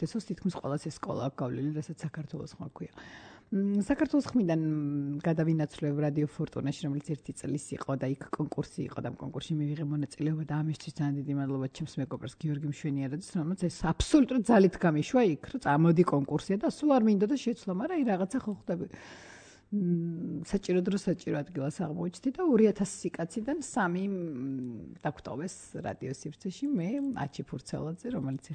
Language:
Georgian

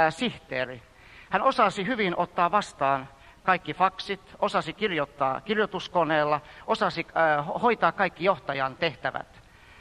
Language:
Finnish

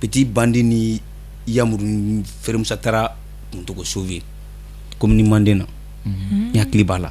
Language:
Bambara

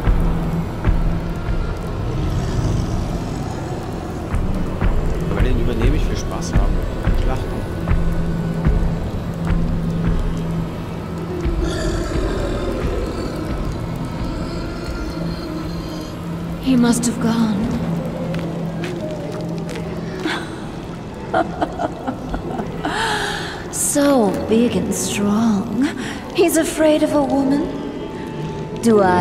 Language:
German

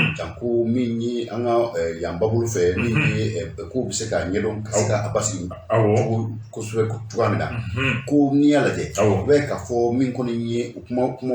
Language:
Bambara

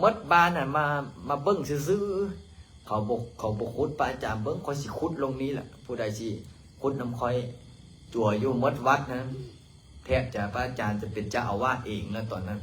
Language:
Lao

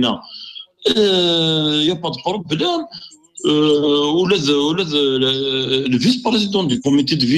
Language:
Kabyle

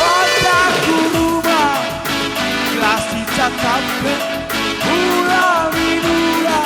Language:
Batak Karo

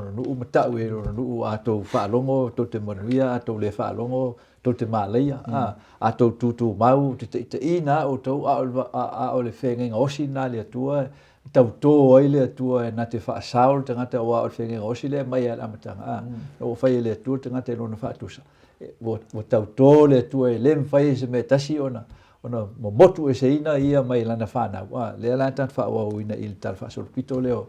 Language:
Samoan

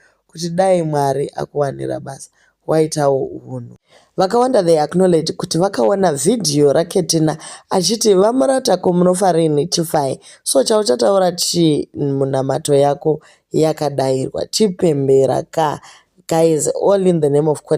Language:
Shona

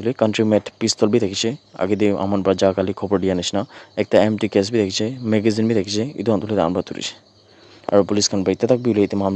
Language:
Naga Pidgin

